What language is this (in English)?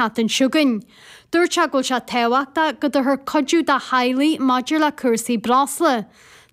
Irish